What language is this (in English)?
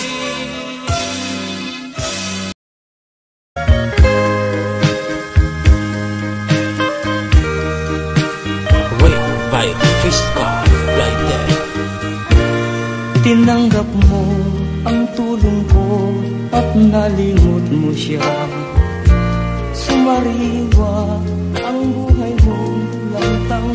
Filipino